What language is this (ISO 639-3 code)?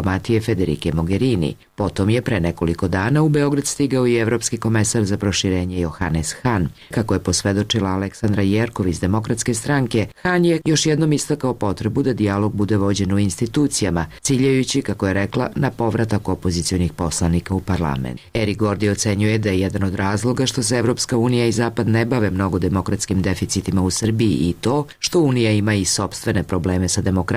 srp